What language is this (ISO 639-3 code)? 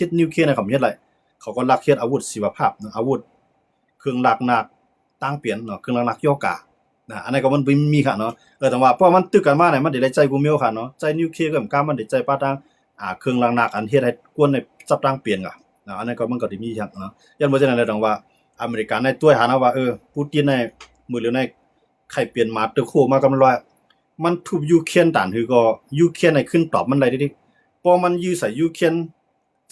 shn